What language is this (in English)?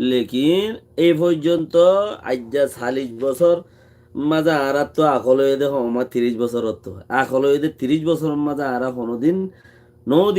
Rohingya